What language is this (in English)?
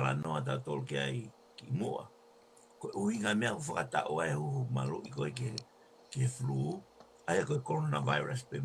Tongan